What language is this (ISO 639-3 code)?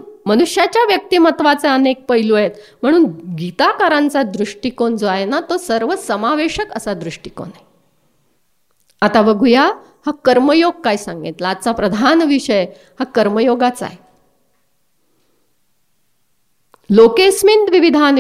mar